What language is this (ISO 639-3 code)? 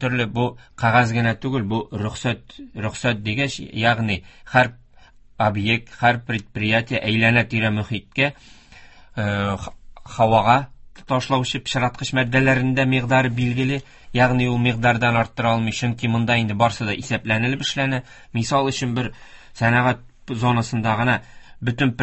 tat